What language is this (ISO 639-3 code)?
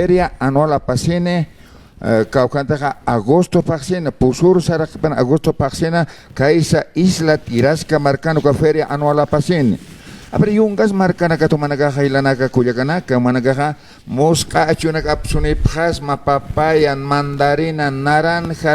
aym